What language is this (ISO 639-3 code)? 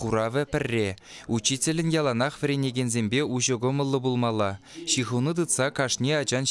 chv